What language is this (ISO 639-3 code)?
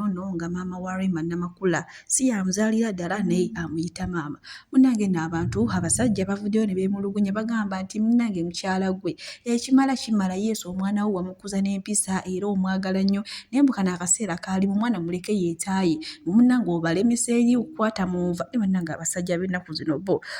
lug